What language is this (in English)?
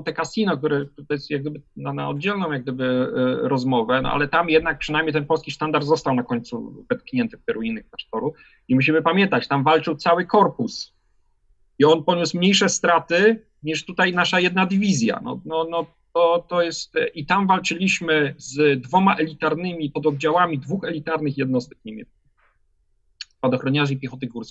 Polish